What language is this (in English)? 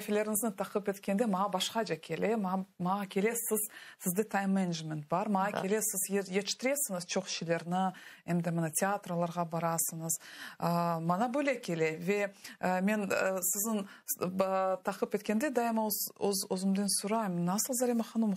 Crimean Tatar